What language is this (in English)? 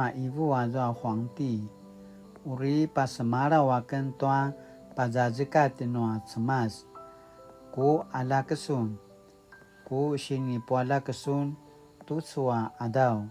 Paiwan